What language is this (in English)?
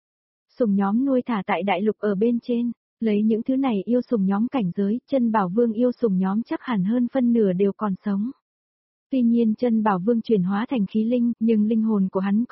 Vietnamese